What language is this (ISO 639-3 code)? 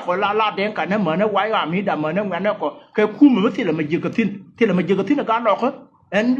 nus